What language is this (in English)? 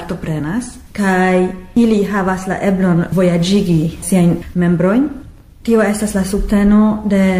Esperanto